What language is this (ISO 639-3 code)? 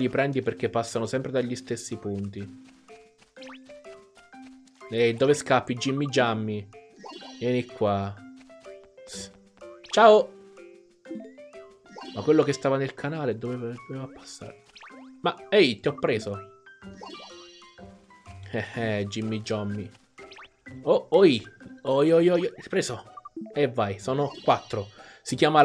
ita